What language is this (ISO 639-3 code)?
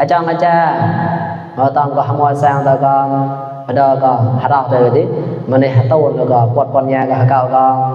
mnw